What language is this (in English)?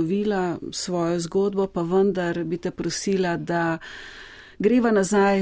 Slovenian